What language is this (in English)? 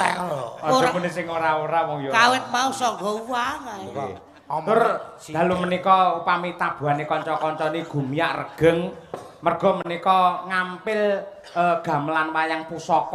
Javanese